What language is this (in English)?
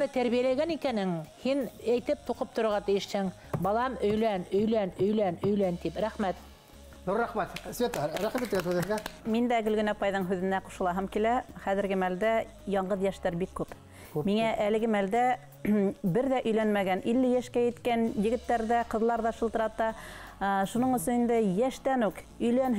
Bashkir